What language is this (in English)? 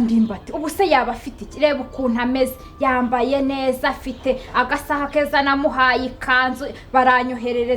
Kinyarwanda